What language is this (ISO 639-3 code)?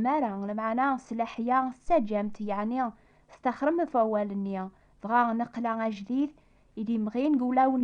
kab